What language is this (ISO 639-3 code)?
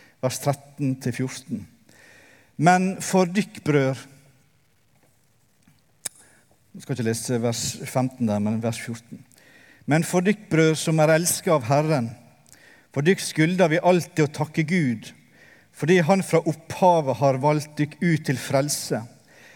nor